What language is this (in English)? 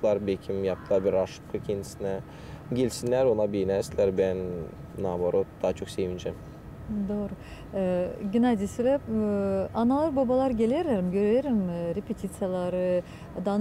Gagauz